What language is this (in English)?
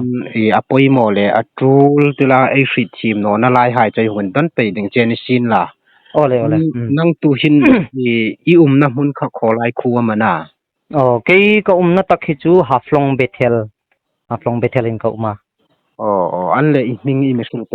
Hmar